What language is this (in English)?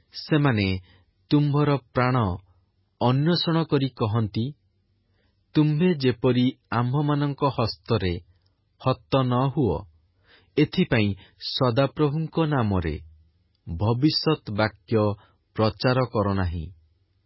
Odia